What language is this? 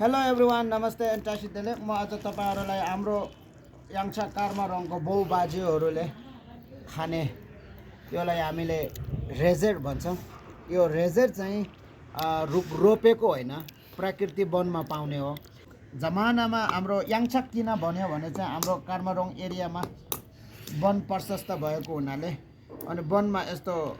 Nepali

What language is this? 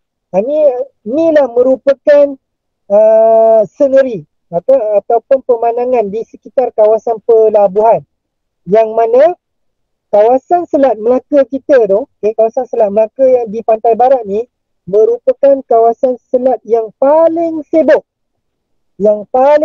Malay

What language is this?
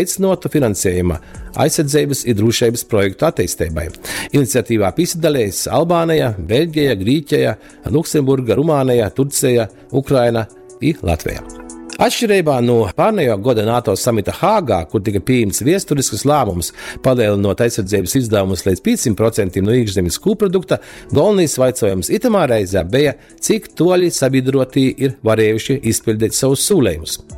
Latgalian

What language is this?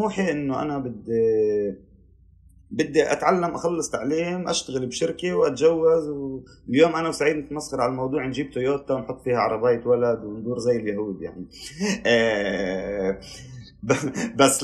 North Levantine Arabic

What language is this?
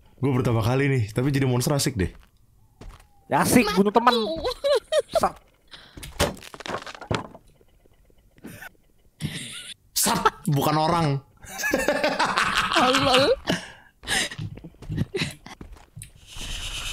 Indonesian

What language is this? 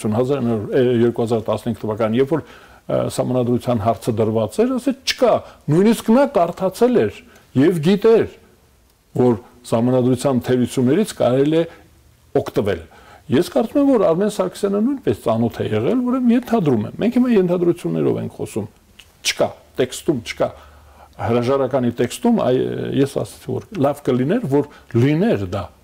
Armenian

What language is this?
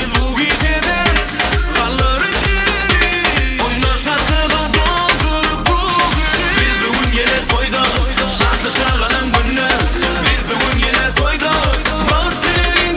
Turkmen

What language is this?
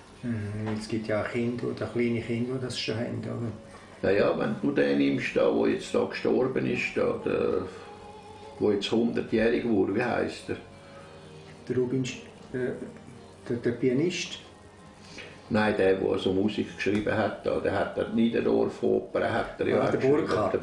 German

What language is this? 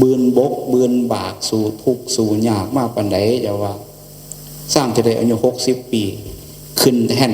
Northeastern Thai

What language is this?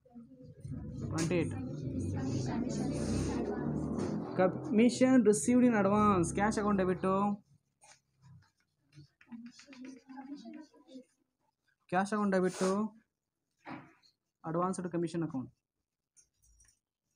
Kannada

